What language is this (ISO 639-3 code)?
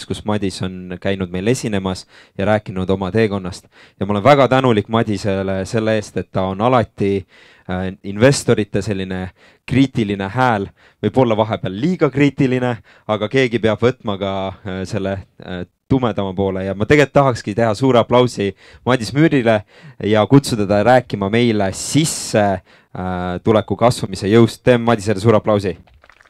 est